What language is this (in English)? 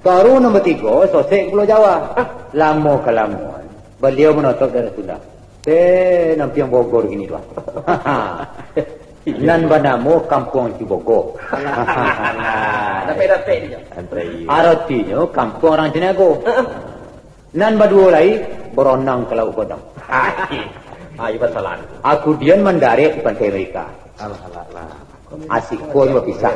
Minangkabau